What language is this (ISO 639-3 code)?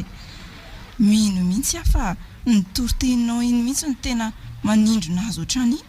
mlg